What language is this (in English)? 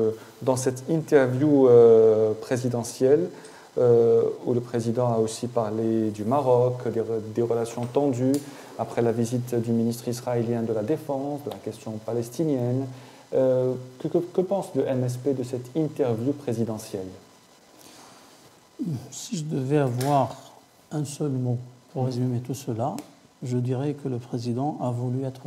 French